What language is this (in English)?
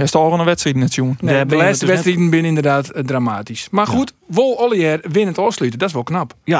Western Frisian